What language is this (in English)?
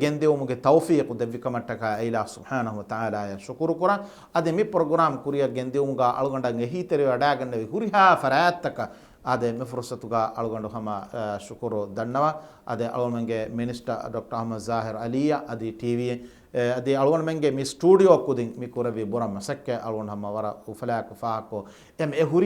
Divehi